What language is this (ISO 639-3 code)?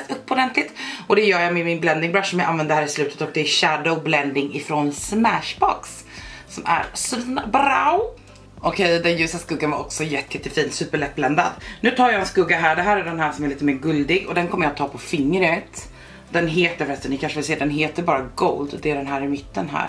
swe